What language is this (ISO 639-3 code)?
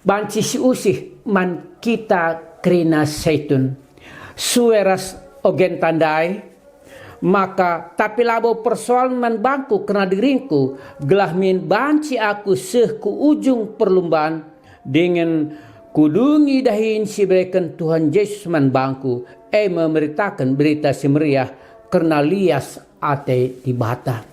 btx